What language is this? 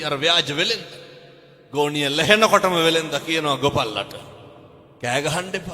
Sinhala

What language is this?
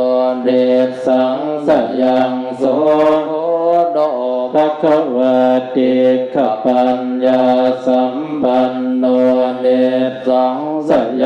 Pali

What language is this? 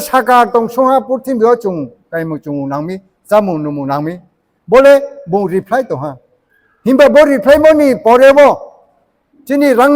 Riang (India)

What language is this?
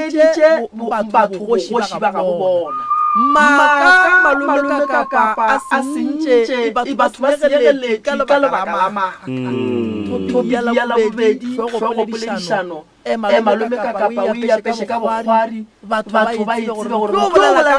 Northern Sotho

